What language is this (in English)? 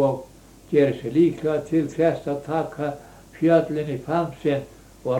Icelandic